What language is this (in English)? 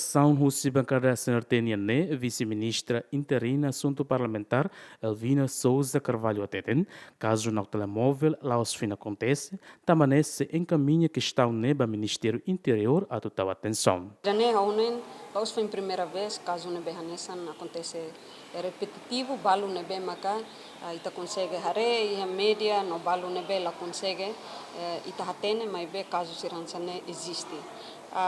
Tetum